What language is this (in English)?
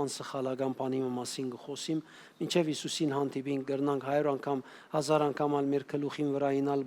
Western Armenian